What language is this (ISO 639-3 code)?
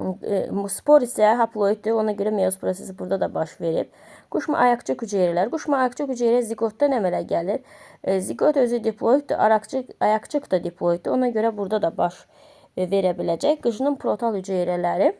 aze